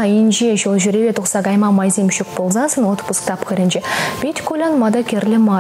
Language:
Chuvash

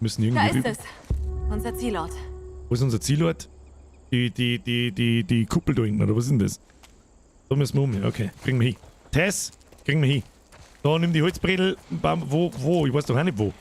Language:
Bavarian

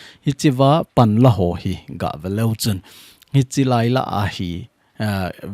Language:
Thado Chin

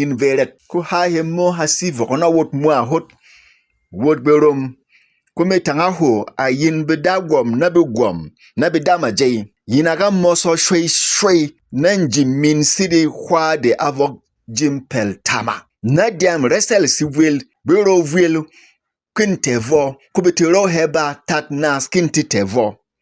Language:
Berom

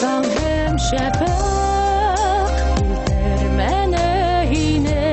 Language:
Bashkir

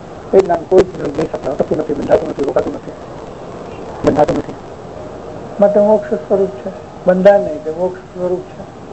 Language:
Gujarati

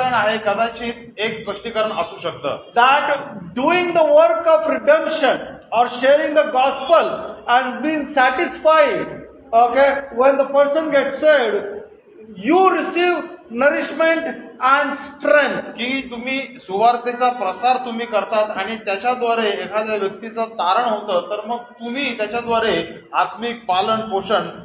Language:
Marathi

